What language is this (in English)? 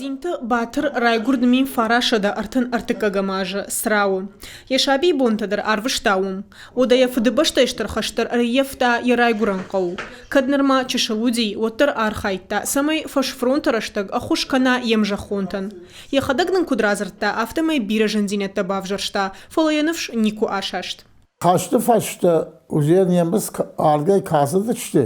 Ossetic